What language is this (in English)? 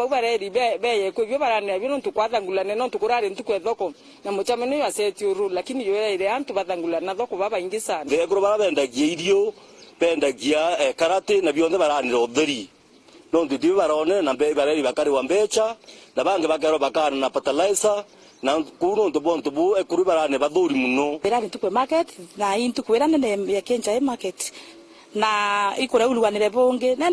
Meru